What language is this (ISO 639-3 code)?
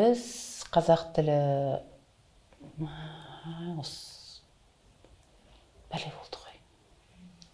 kaz